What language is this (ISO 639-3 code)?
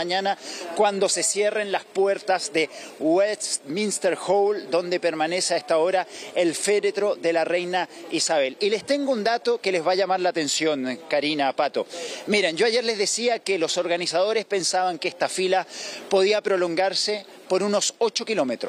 spa